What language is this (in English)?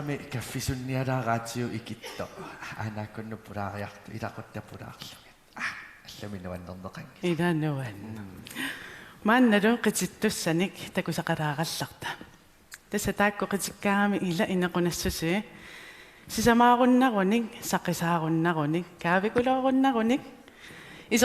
Kalaallisut